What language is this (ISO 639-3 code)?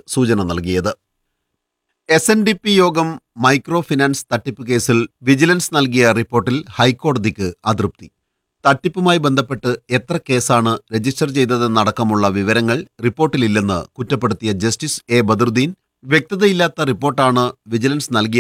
mal